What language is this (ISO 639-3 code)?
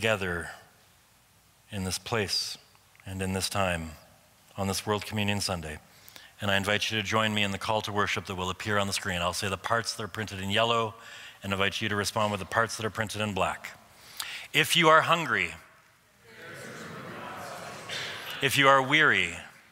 eng